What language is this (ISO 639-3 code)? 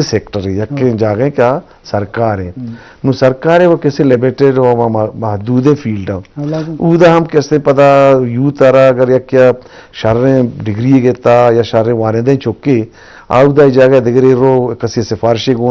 bgp